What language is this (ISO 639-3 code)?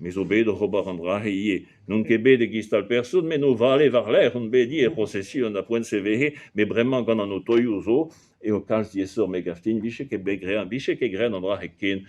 bre